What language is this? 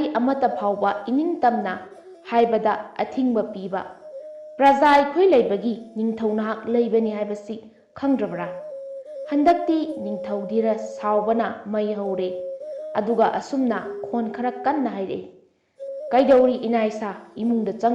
Manipuri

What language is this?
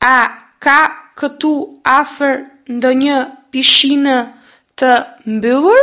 Albanian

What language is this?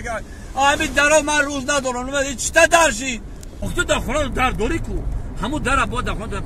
Tajik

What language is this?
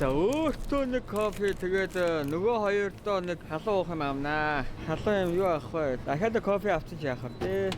Mongolian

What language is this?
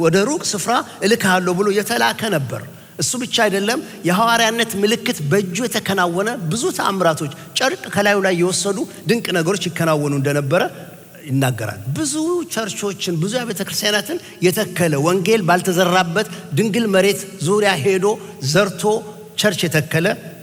Amharic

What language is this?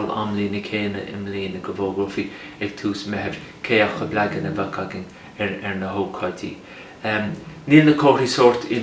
Irish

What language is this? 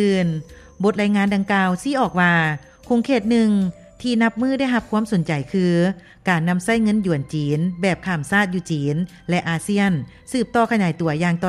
Lao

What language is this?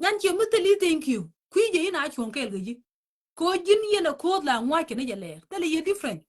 Nuer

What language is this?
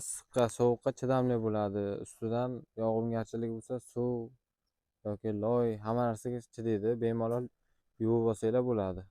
Uzbek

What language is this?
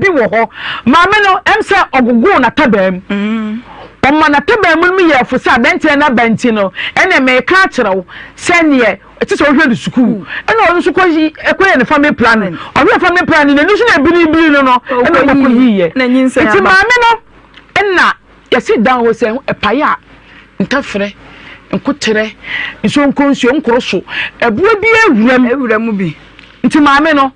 Akan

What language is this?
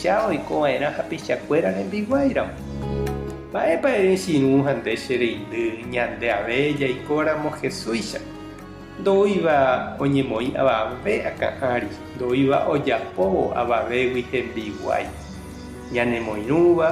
Guarani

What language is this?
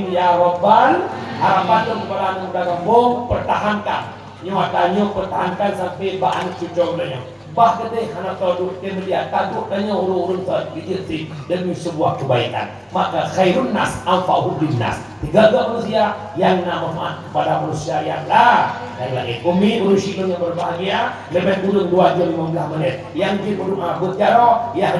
Achinese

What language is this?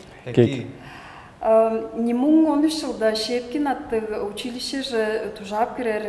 Tuvinian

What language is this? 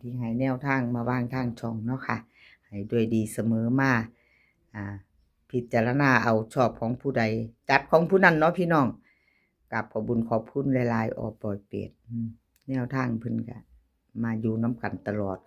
Northeastern Thai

